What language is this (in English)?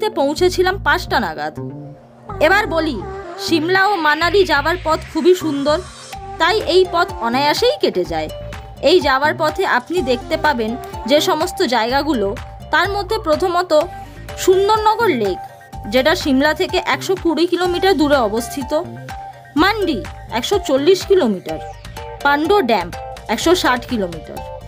Bangla